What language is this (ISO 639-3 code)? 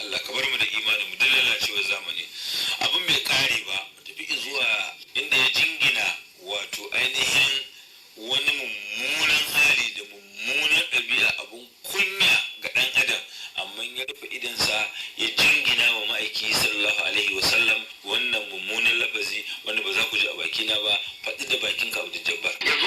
hau